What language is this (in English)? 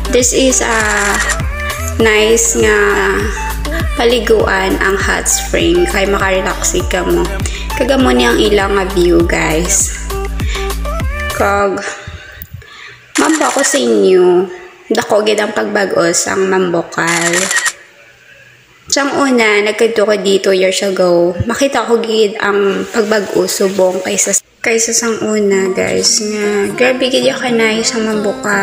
Hiligaynon